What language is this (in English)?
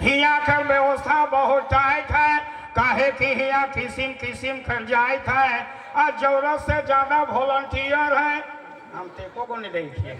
Sadri